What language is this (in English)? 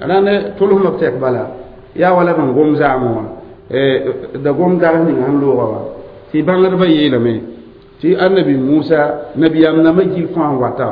Mossi